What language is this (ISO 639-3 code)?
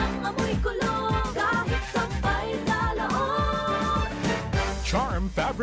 bik